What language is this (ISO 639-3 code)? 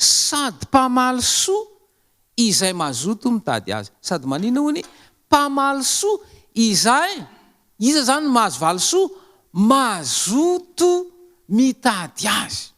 mlg